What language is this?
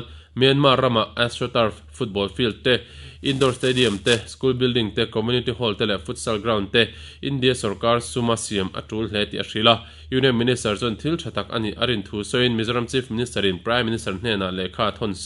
Mizo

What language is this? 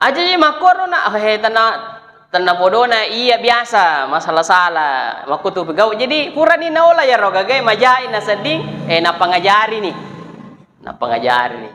Buginese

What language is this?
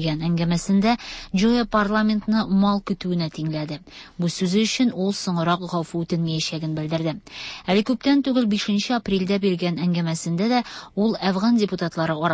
Tatar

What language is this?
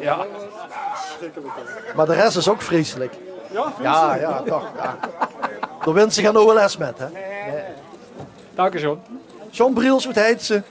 Limburgish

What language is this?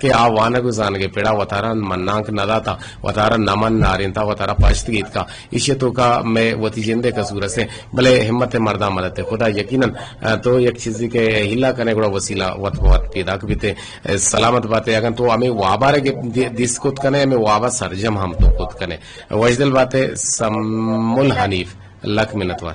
Eastern Balochi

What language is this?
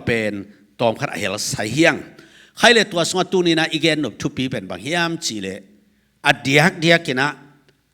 Tedim Chin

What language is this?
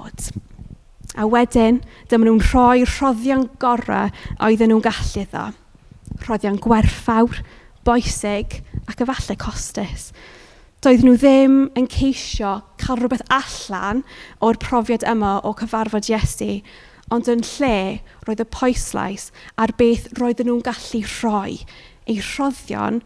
Welsh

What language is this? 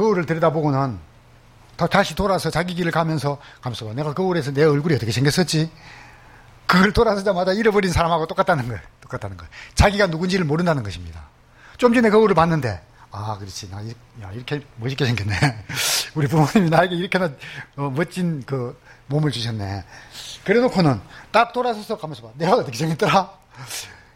Korean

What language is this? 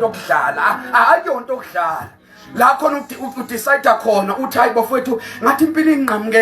Zulu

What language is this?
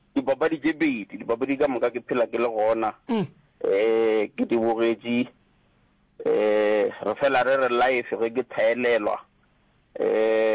Northern Sotho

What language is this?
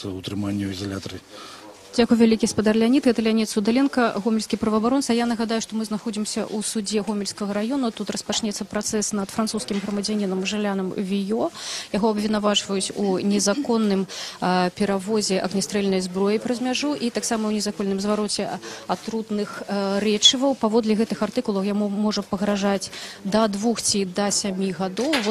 Belarusian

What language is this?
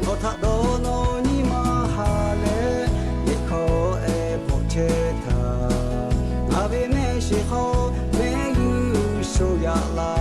Lahu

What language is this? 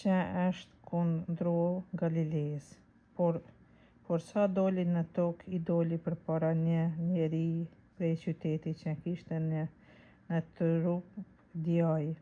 Albanian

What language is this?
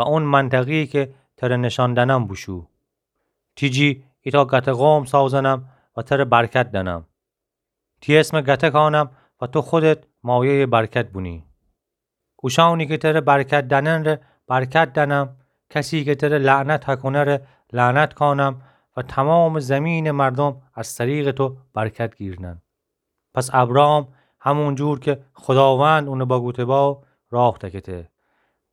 Gilaki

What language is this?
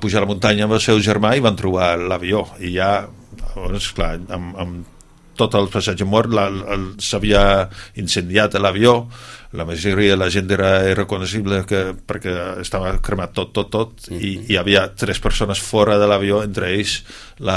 Catalan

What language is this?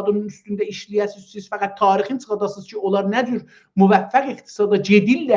South Azerbaijani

